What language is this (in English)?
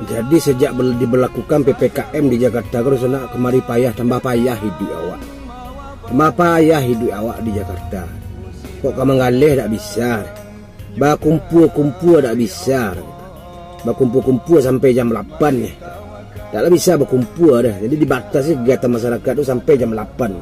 Minangkabau